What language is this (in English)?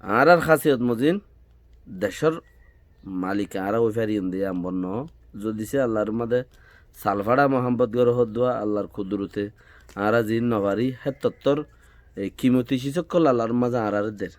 Rohingya